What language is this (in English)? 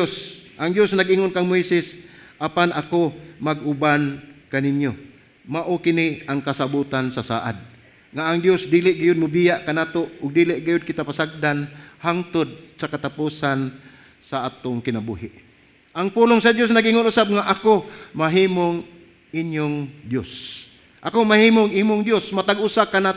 Cebuano